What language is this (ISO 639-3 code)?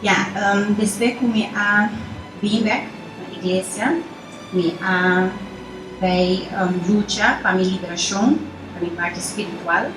pap